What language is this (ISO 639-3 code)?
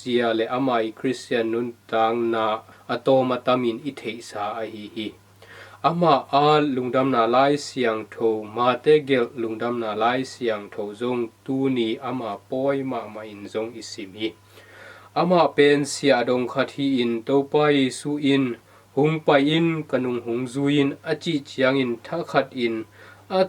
ctd